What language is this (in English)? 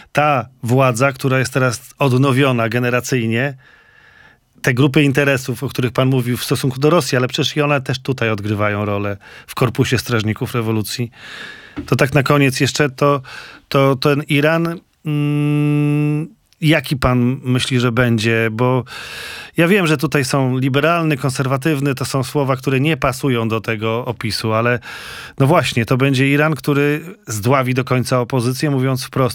Polish